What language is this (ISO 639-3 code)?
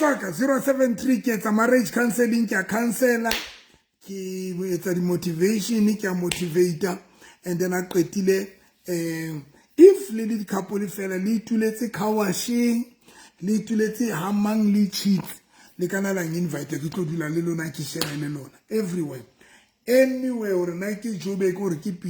sot